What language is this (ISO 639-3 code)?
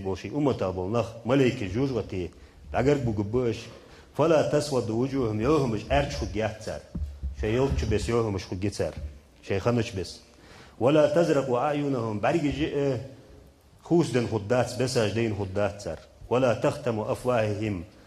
inh